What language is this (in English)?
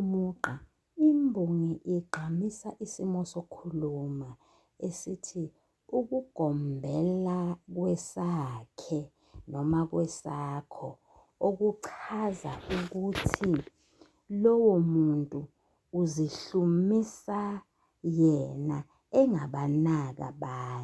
Zulu